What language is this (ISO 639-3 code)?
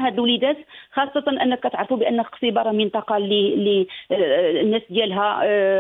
ary